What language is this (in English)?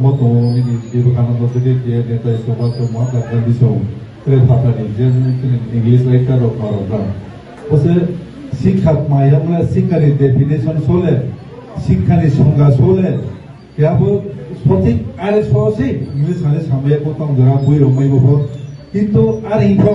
Riang (India)